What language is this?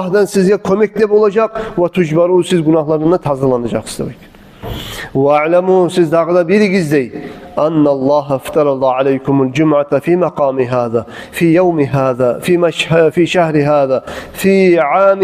Kumyk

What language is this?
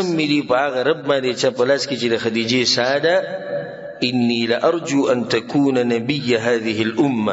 Pashto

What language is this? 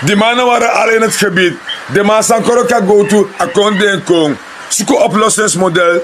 Sranan Tongo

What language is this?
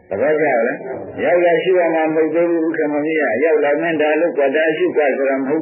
Burmese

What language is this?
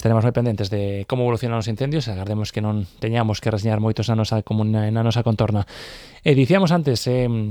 Galician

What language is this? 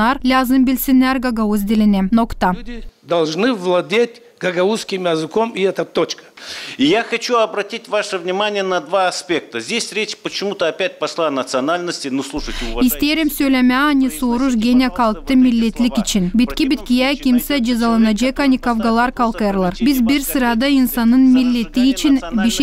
Gagauz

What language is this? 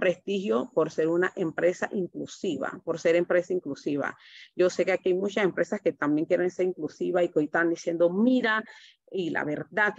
Spanish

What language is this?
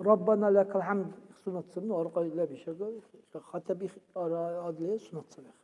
Dargwa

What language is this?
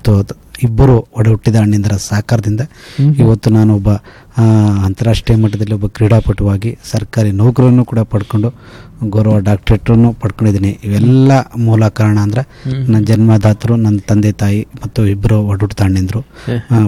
Kannada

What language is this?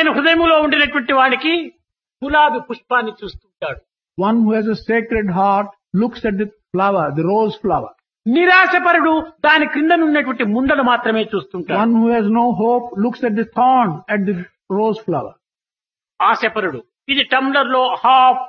Telugu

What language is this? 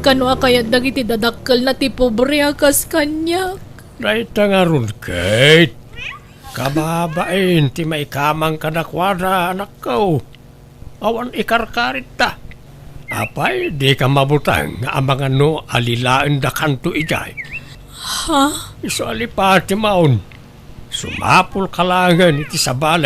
Iloko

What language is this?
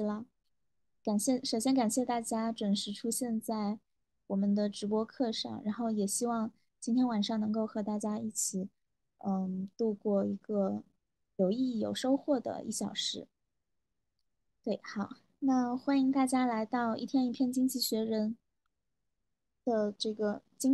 Chinese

